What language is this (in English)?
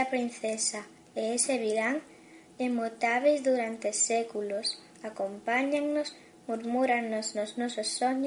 Galician